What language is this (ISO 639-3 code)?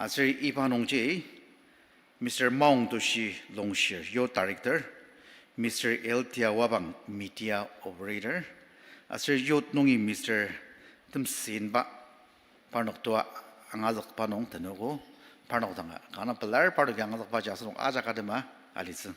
njo